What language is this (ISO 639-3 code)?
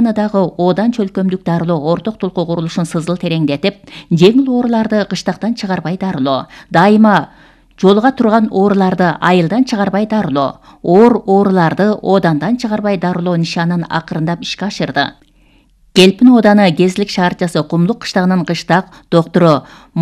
kir